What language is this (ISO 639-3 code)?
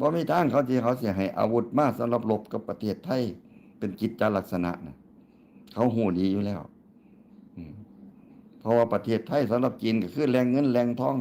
tts